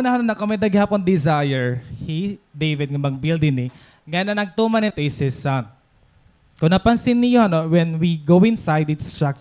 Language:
Waray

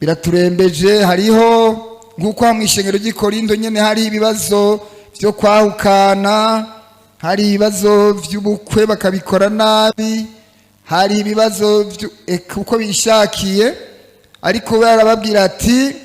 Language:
Rundi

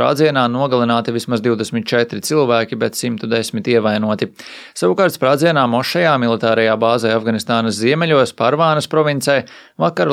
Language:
Latvian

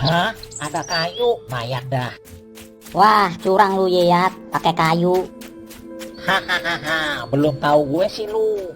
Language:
Betawi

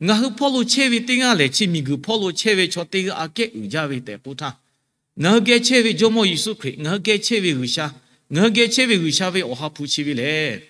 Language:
Lahu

